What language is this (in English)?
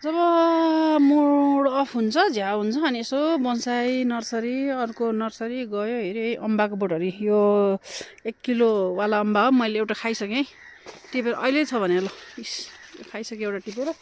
Nepali